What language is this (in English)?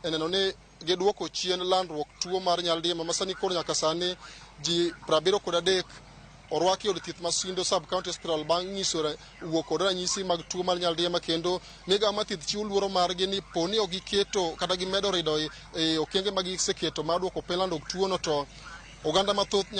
Luo (Kenya and Tanzania)